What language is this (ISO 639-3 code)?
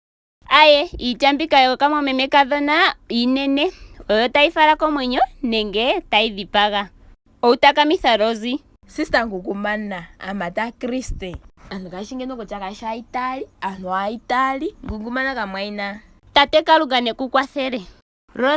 ndo